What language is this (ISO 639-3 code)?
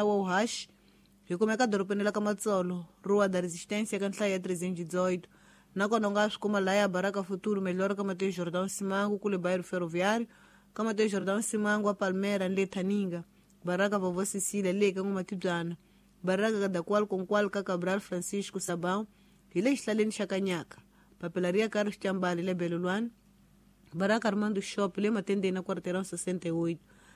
tso